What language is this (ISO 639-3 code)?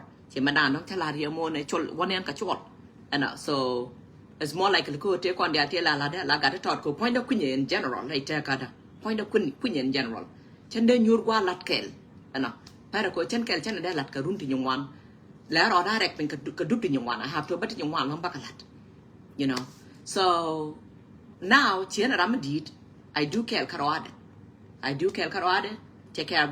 nus